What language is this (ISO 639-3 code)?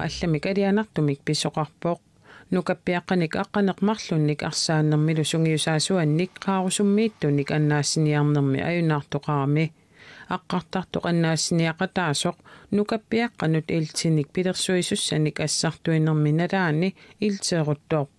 kal